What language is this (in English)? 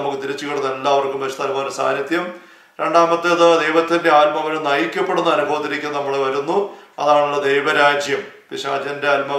Malayalam